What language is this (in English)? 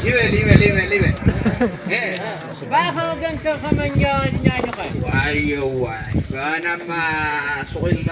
Tigrinya